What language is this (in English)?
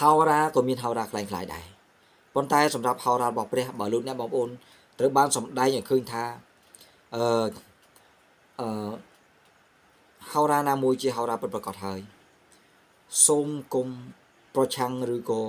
Khmer